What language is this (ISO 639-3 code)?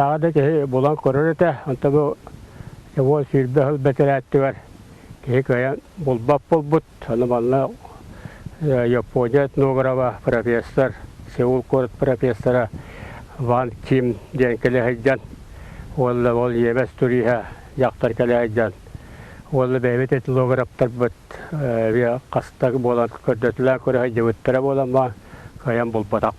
sah